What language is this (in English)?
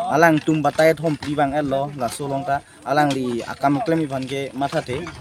Karbi